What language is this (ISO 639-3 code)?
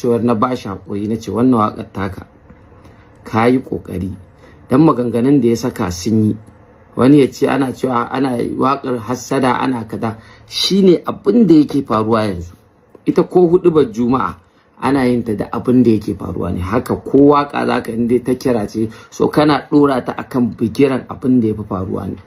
hau